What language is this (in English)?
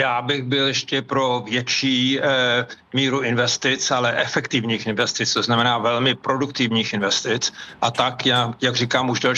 Czech